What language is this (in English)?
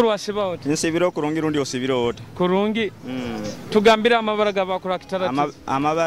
Nyoro